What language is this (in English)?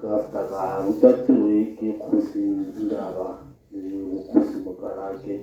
Tswana